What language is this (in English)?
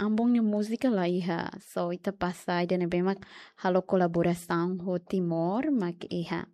Tetum